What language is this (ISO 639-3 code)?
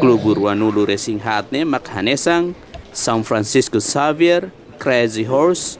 tet